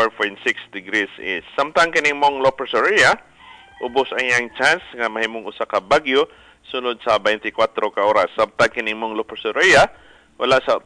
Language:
Cebuano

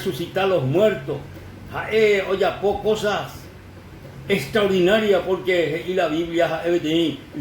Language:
Guarani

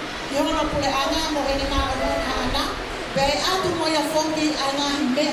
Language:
Tongan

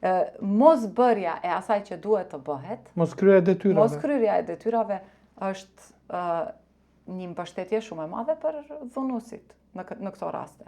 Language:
Albanian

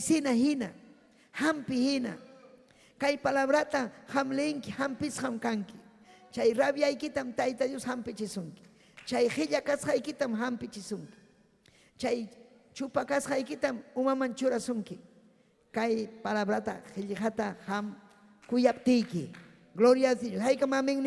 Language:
Ayacucho Quechua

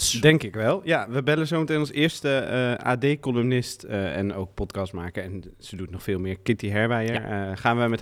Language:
Dutch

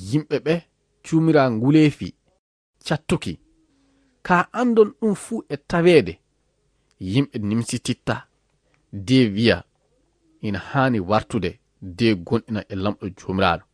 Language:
Fula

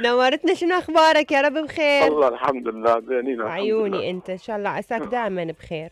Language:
Mesopotamian Arabic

